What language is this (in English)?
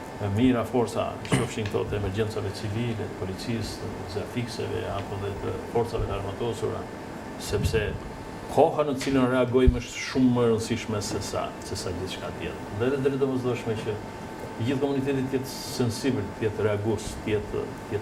Albanian